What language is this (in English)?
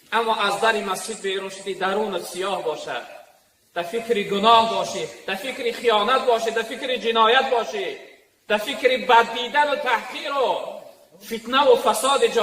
Tajik